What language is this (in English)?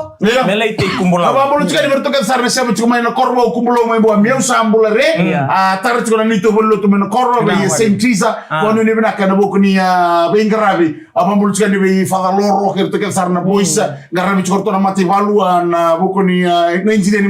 Fijian